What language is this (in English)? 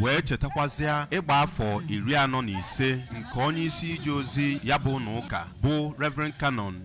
Igbo